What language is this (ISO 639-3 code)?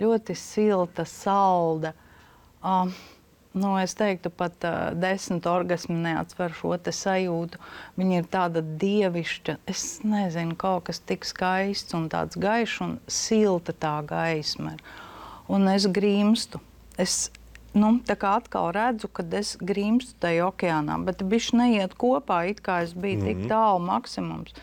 lav